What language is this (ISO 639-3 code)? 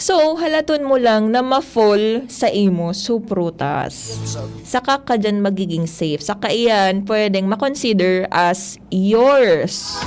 bik